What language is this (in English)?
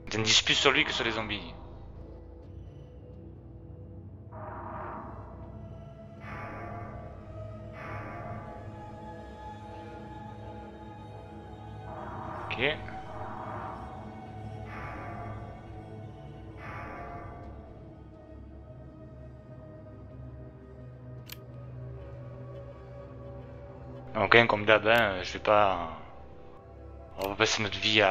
French